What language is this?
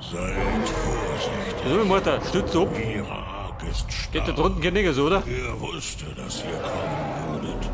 Bavarian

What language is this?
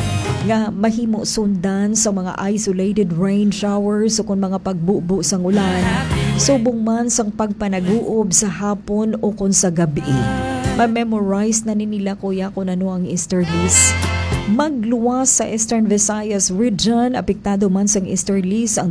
Hiligaynon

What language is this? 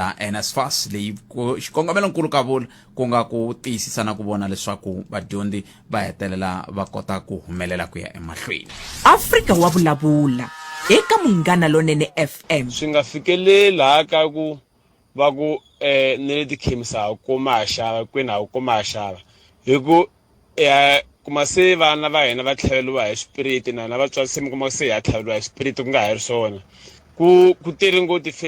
Tsonga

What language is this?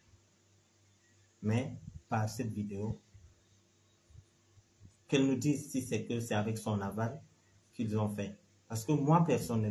French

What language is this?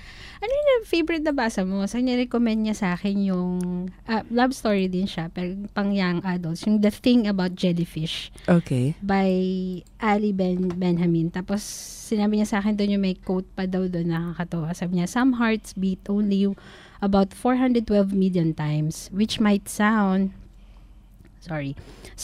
Filipino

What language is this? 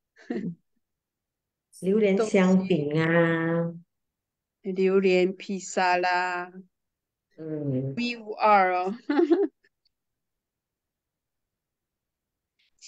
Chinese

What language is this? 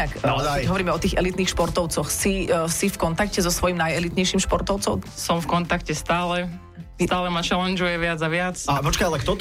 Slovak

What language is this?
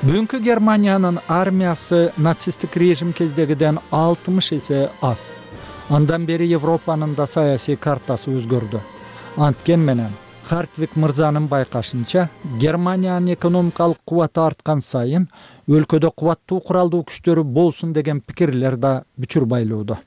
Kyrgyz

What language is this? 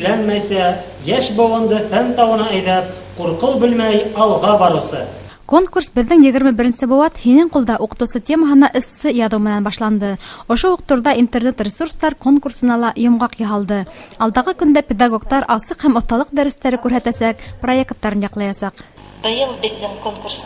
Bashkir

